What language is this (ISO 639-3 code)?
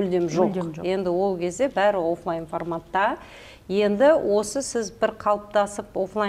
kaz